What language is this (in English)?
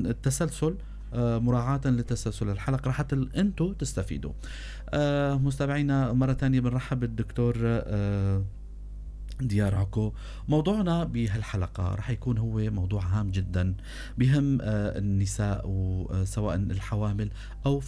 North Levantine Arabic